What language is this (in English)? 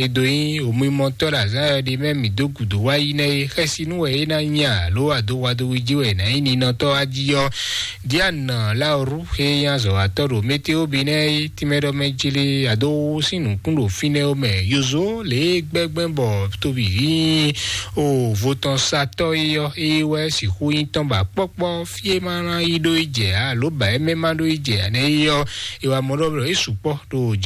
Fon